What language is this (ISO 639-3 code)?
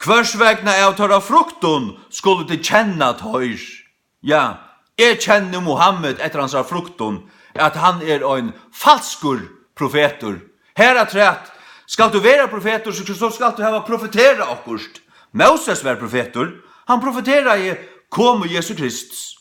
fao